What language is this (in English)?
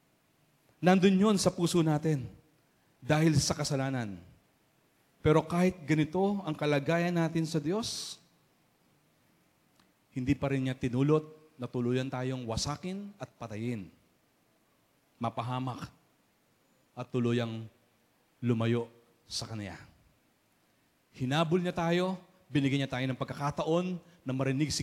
Filipino